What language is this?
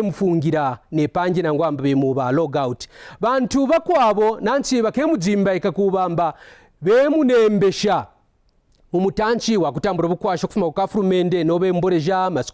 Kaonde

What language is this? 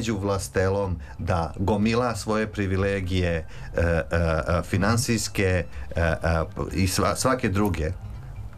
Serbian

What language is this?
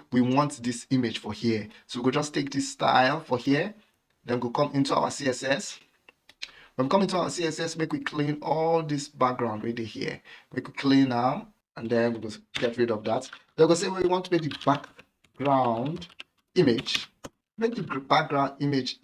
Nigerian Pidgin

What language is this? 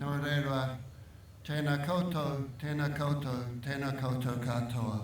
Māori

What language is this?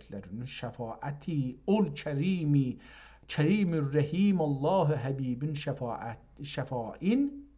South Azerbaijani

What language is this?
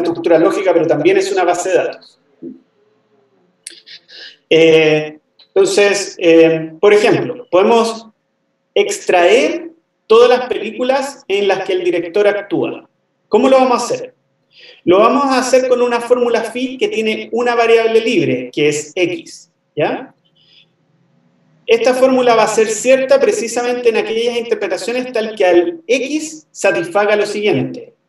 Spanish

